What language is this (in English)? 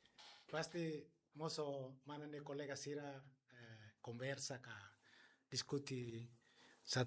Tetum